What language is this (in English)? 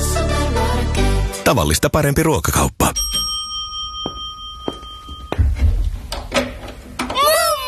Finnish